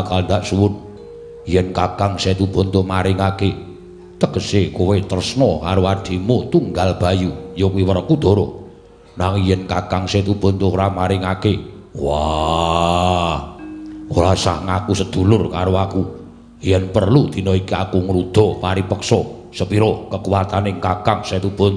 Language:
Javanese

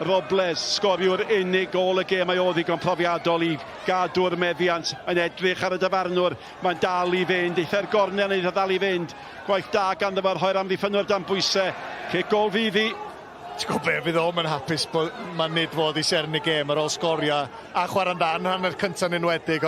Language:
Welsh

